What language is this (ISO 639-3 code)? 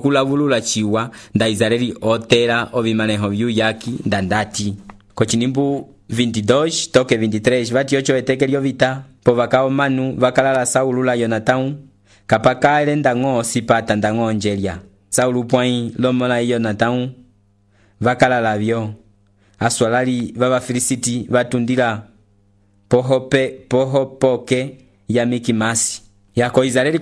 umb